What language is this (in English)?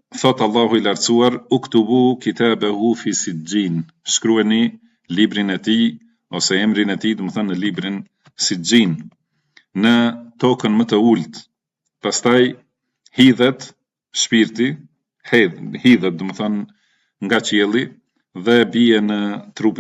Albanian